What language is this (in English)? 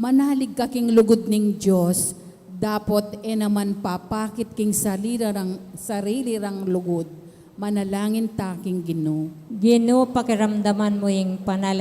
Pampanga